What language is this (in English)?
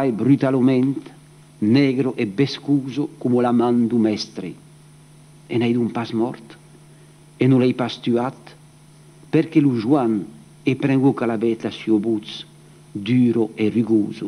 Occitan